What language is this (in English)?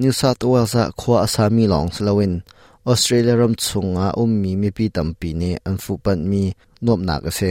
Hakha Chin